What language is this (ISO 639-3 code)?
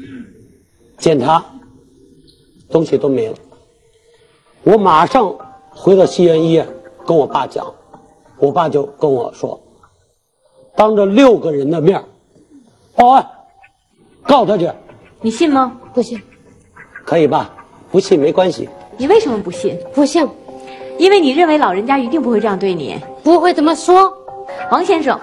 zho